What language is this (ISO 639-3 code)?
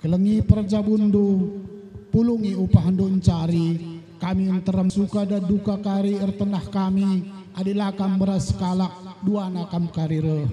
btx